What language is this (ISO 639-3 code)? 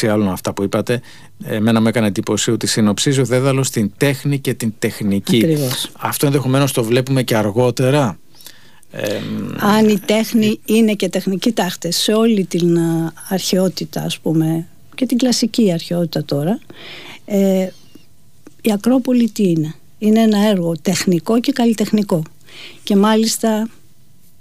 ell